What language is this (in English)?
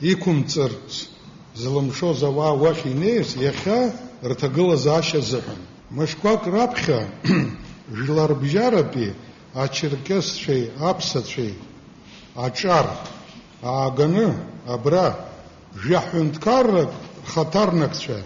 Abkhazian